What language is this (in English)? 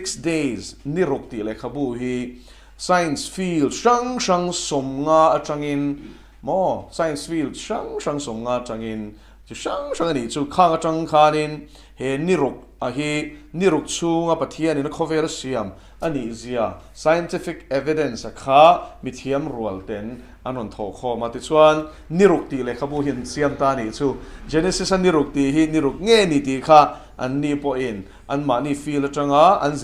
Mizo